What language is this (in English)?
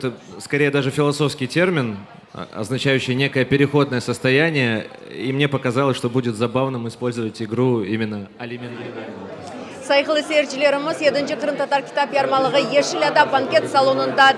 Crimean Tatar